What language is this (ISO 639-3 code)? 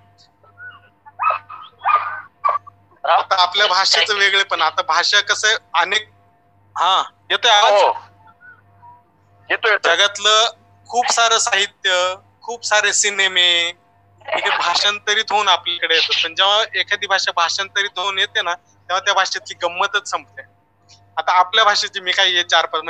mar